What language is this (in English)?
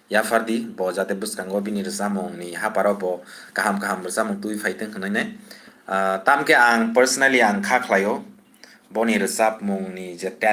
Kok Borok